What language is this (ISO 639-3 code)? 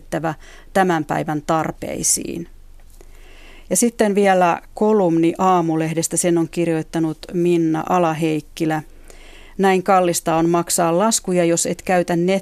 fin